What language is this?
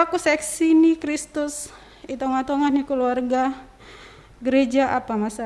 Batak Simalungun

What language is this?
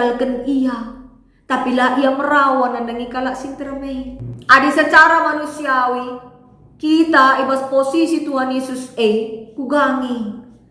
Batak Karo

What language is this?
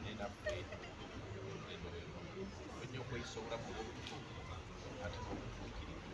Ganda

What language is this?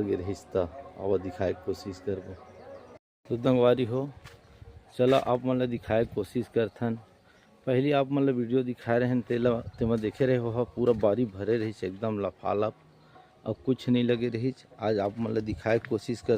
Chhattisgarhi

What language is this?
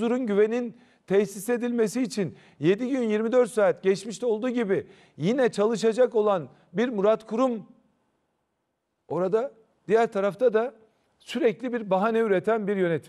Turkish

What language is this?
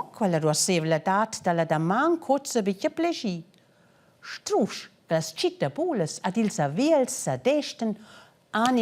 Romansh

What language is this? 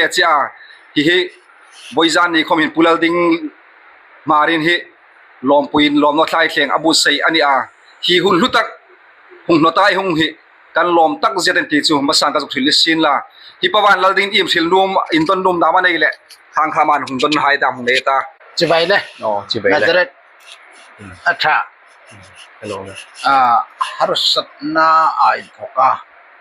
Hmar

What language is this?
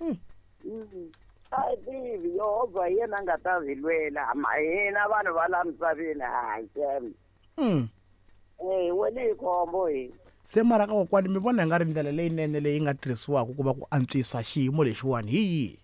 Tsonga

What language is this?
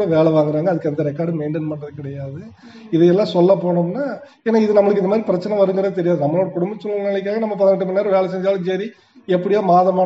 Tamil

